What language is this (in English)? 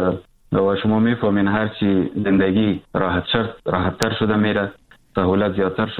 Persian